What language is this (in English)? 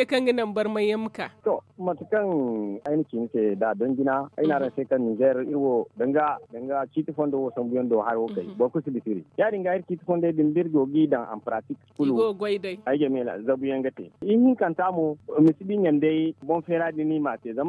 Zarma